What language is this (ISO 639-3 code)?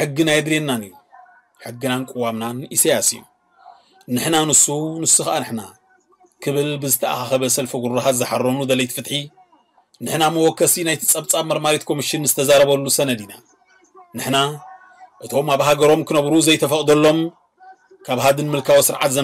tir